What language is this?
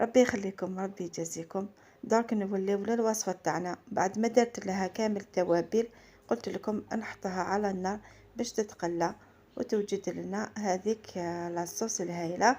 Algerian Arabic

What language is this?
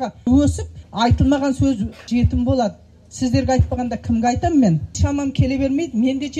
Kazakh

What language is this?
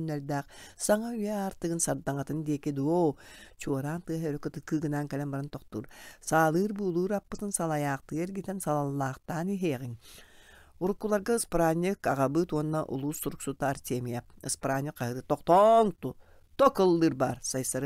Yakut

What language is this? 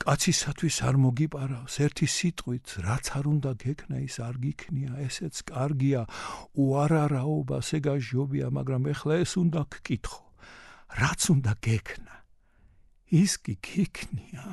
Georgian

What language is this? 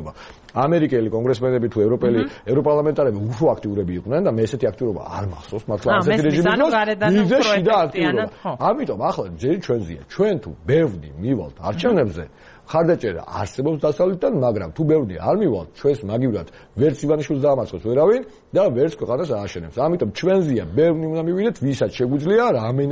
Georgian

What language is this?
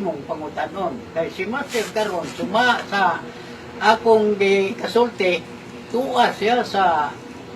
Cebuano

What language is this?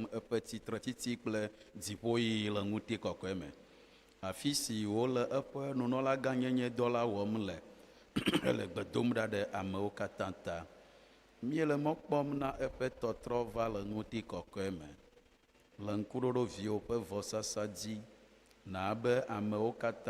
Ewe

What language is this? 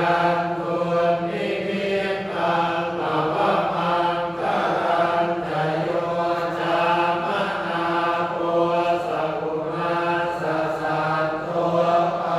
Pali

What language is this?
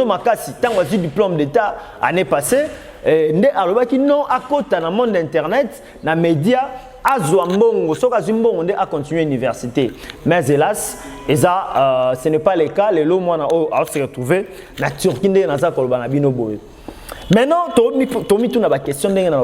Lingala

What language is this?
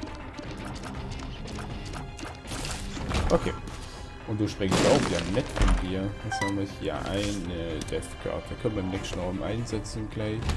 German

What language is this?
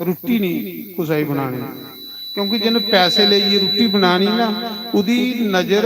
Dogri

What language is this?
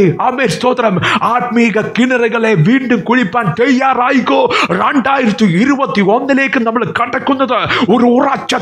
Malayalam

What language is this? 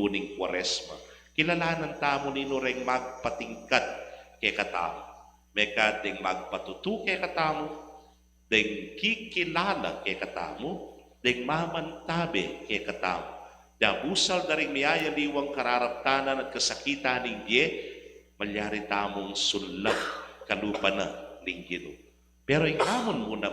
Pampanga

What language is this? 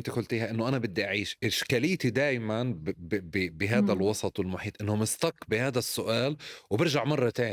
North Levantine Arabic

